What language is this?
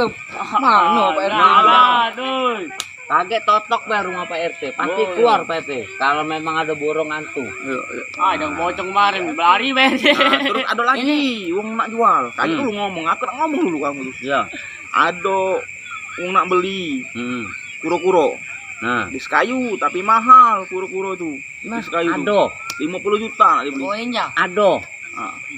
Musi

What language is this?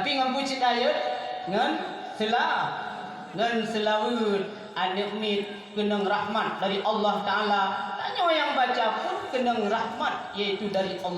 Achinese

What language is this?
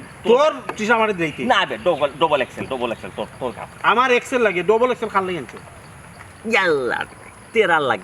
Sylheti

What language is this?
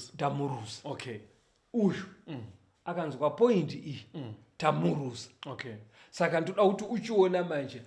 Shona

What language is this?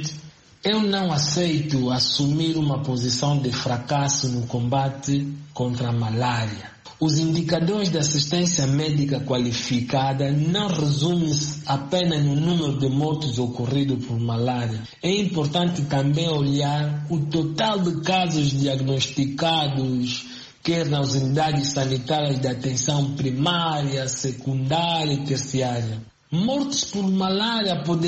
Portuguese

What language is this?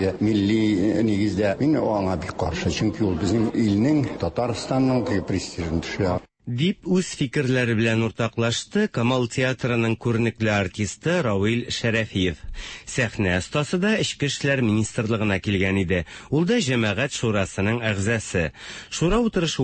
Tatar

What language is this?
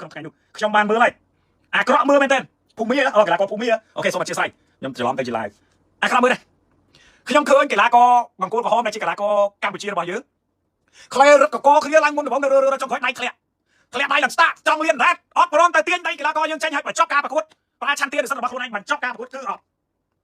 Khmer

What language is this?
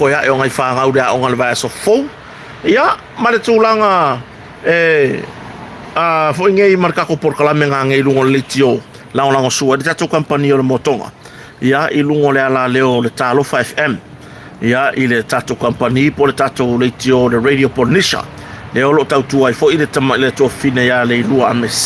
Samoan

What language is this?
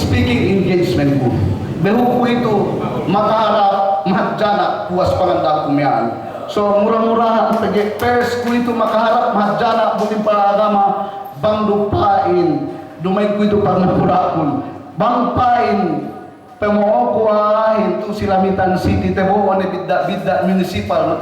Yakan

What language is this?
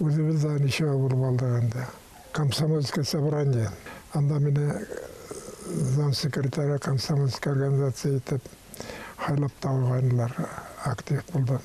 Bashkir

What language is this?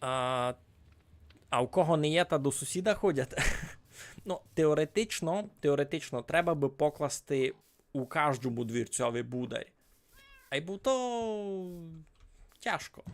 Rusyn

